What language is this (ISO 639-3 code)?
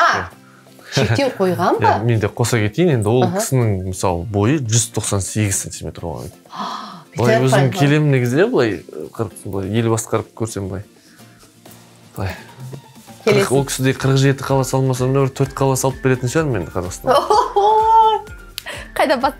kaz